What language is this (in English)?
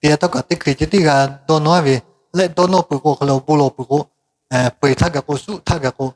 Lahu